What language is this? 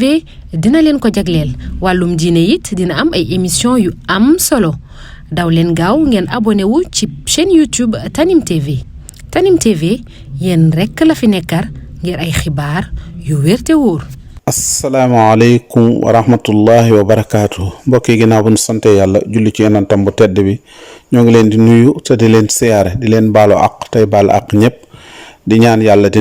Wolof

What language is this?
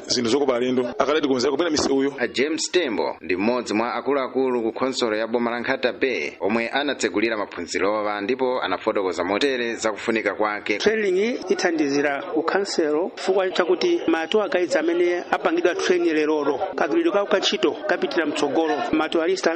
Nyanja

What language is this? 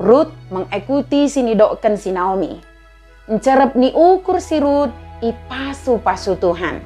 Batak Dairi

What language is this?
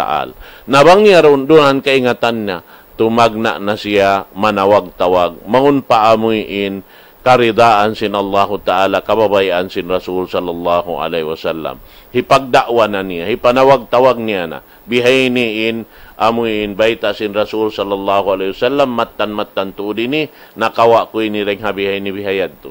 Tausug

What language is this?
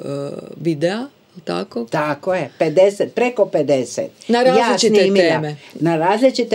Croatian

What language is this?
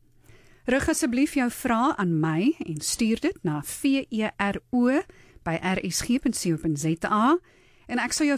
Afrikaans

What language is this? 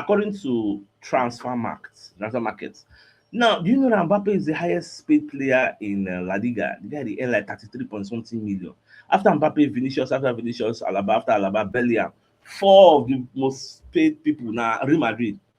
Nigerian Pidgin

